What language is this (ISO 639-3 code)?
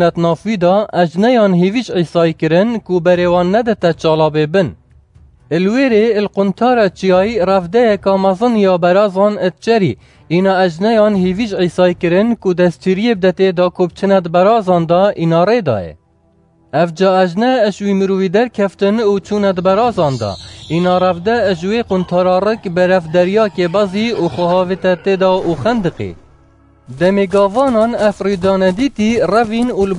kur